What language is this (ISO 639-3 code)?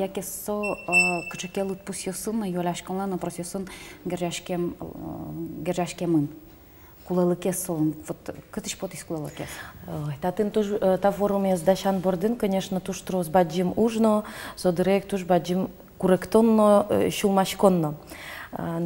udm